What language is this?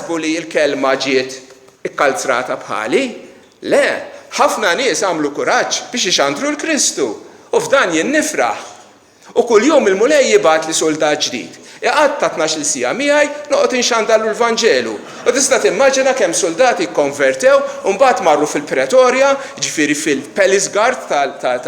Maltese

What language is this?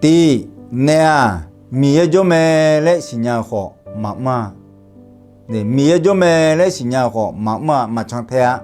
Akha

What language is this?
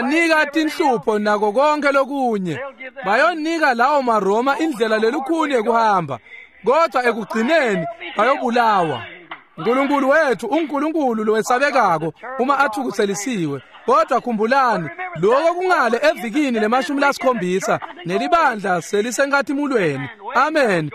Swati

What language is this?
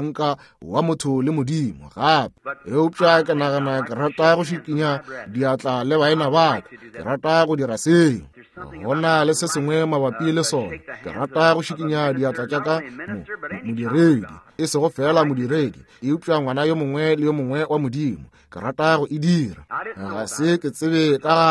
Northern Sotho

